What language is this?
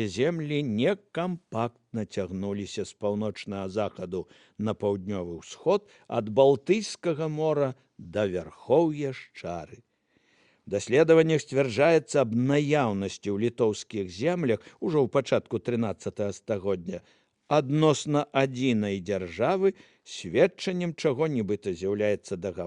Belarusian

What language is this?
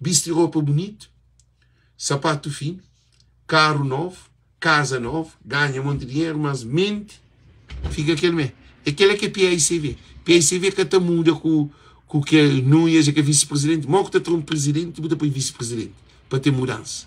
Kabuverdianu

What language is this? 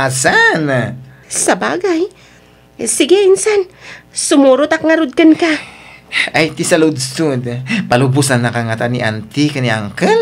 Iloko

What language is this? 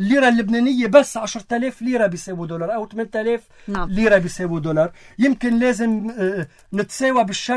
North Levantine Arabic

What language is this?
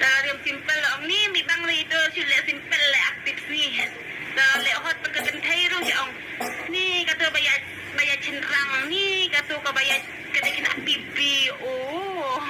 Khasi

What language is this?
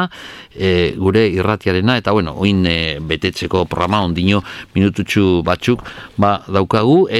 Basque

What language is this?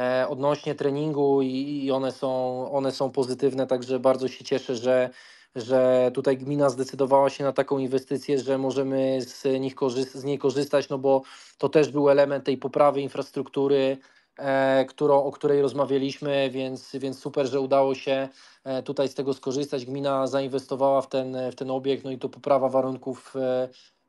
Polish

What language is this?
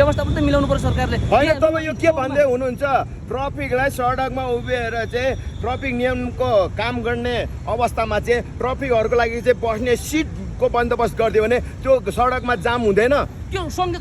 Nepali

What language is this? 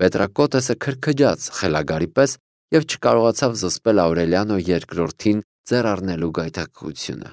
Armenian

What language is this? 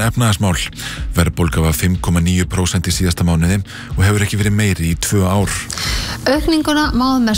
Icelandic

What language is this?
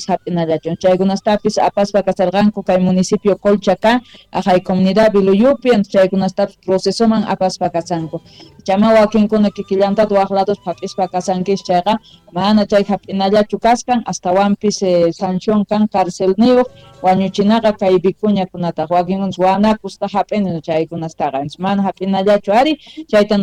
South Bolivian Quechua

